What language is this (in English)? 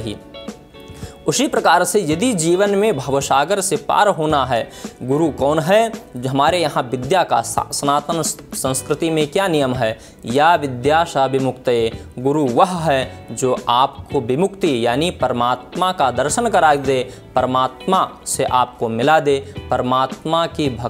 Hindi